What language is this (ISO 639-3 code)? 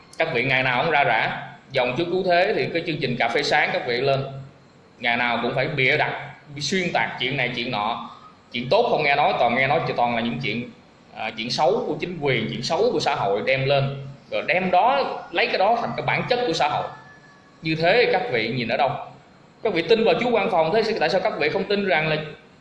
vie